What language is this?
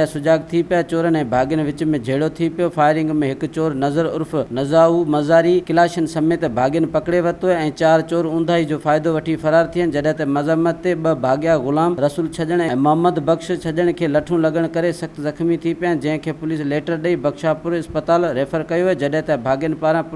Sindhi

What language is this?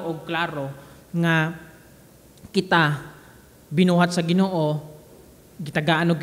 Cebuano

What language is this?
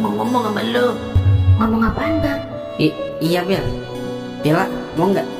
Betawi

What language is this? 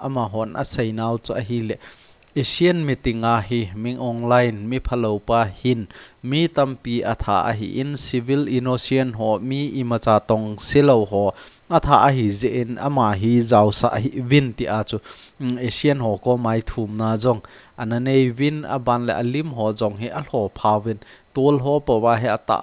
Thado Chin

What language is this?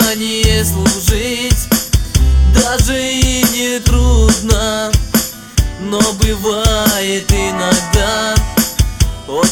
Russian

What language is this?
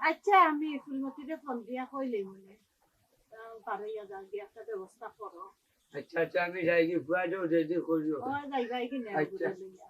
Sylheti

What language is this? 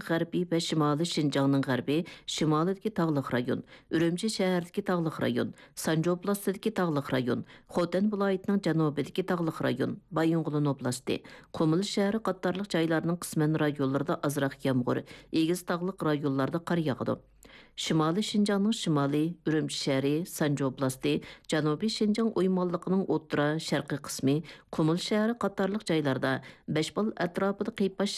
Uyghur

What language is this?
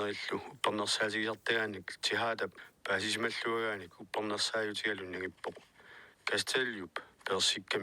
Kalaallisut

